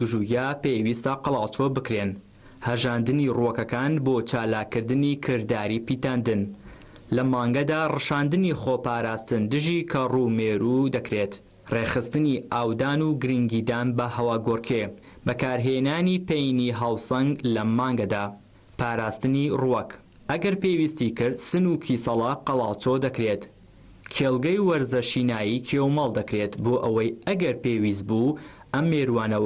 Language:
Central Kurdish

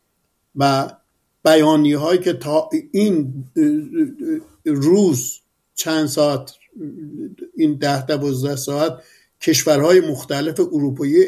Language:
Persian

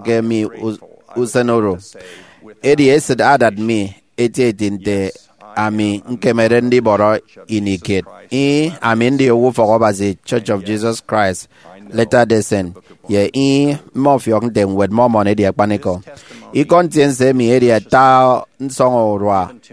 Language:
Efik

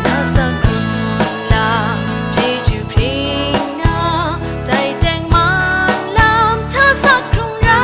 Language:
Kachin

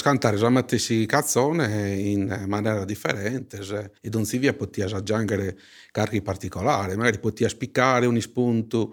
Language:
Sardinian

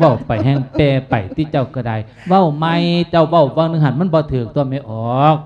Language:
Lao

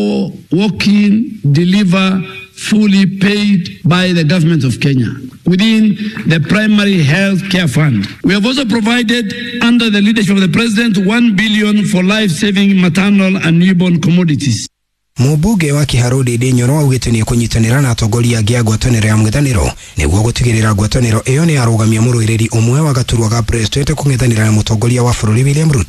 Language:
Kikuyu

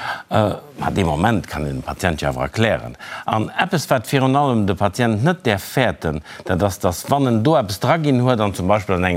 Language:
Luxembourgish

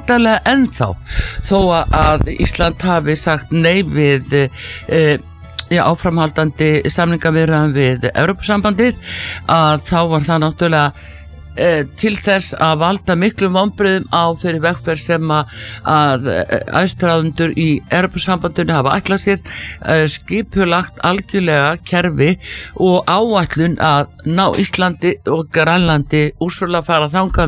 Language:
Icelandic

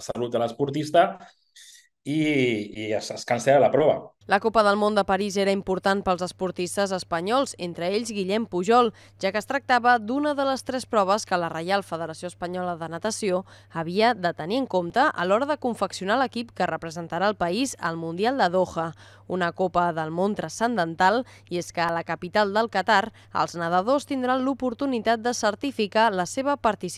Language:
Catalan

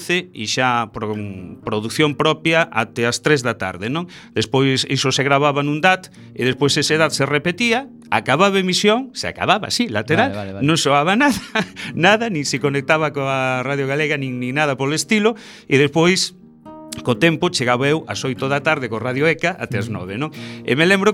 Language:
Galician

